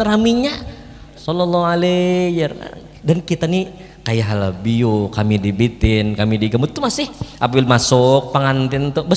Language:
Banjar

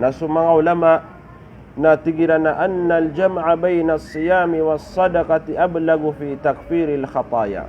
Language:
Maranao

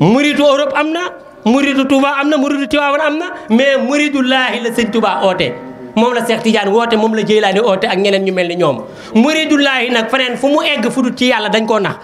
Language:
Wolof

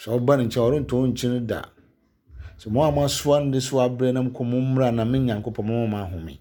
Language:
Akan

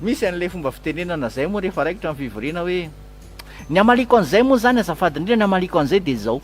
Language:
Malagasy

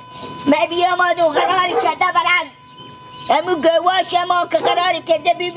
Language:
Persian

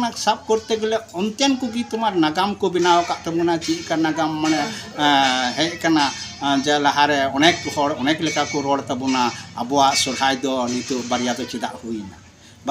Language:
Santali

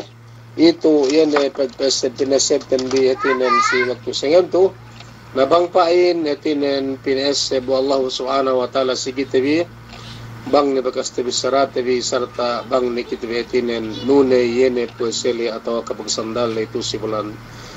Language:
Yakan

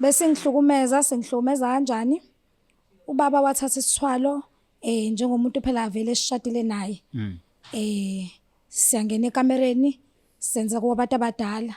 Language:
Zulu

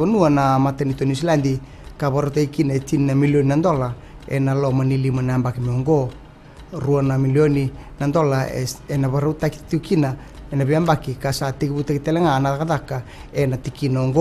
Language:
Fijian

